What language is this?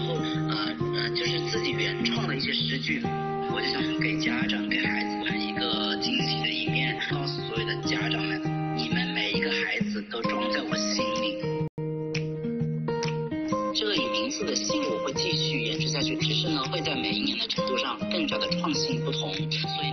Chinese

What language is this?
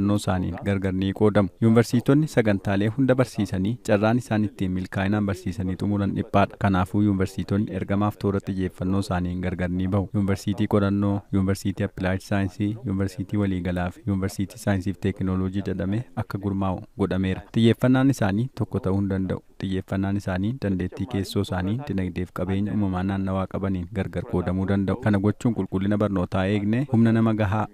Oromo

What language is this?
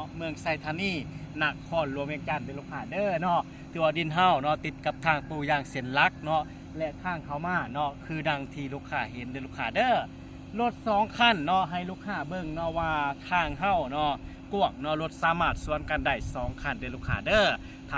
Lao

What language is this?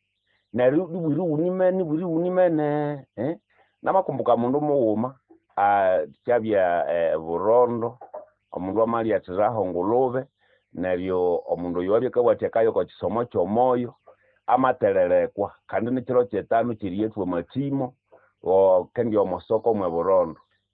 Nande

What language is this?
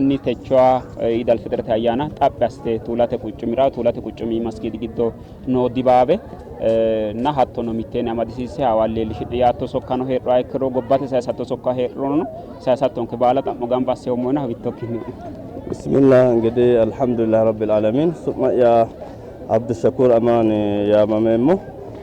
Sidamo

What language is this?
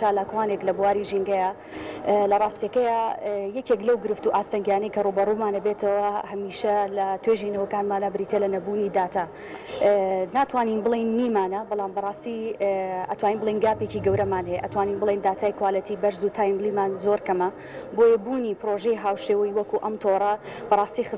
Central Kurdish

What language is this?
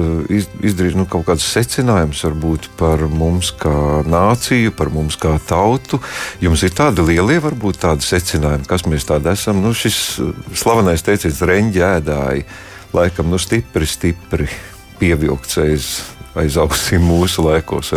Latvian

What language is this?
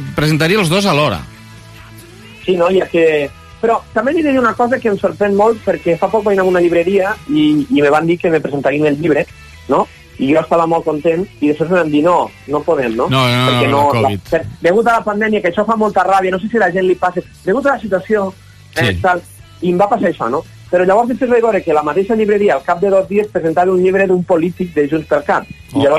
Catalan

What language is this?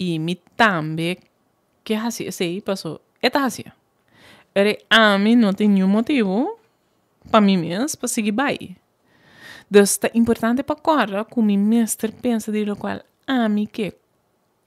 Papiamento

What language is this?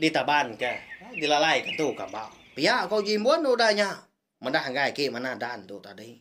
Iban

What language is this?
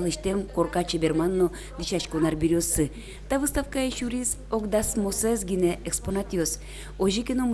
Udmurt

